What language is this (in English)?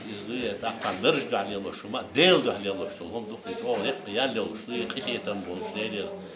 Chechen